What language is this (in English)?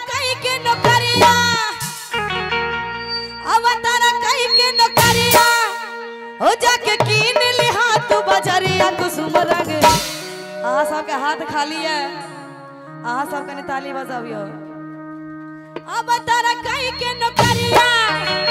Bhojpuri